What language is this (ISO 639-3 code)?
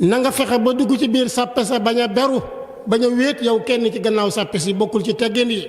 wol